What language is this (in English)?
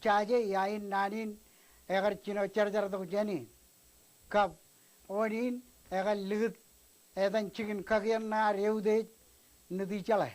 Marshallese